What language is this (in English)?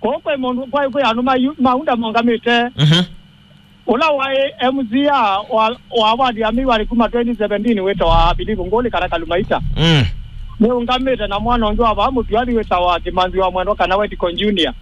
Kamba